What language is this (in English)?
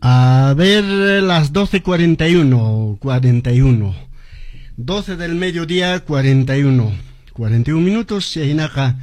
Quechua